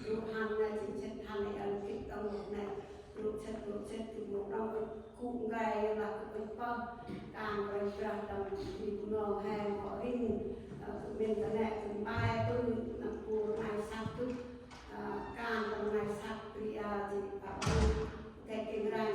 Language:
Central Mnong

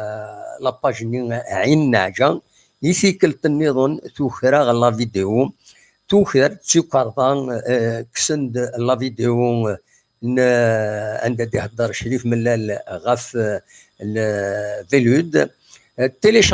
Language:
Kabyle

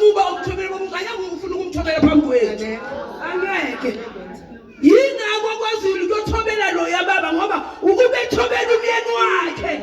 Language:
Zulu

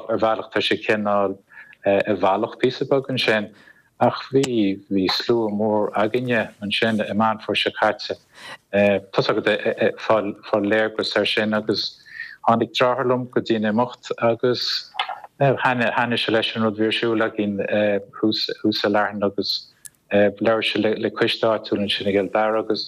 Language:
Irish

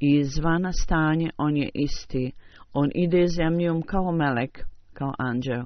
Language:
Bosnian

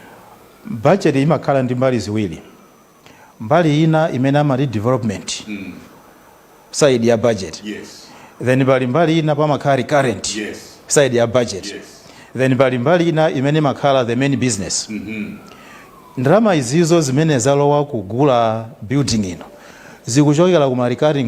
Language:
Nyanja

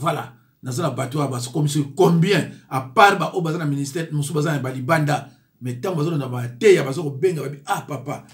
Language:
Lingala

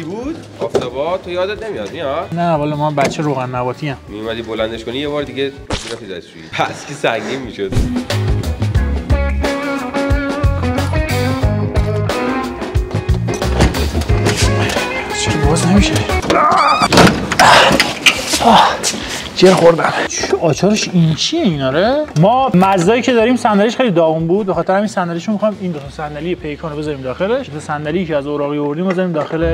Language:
Persian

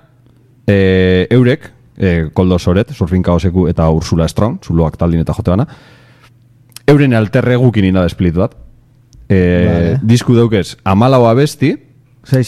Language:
Basque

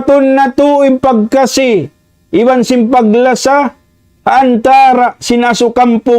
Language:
Tausug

